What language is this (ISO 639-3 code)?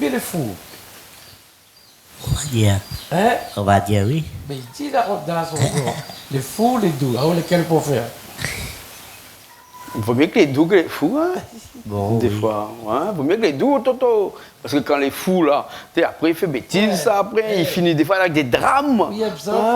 rcf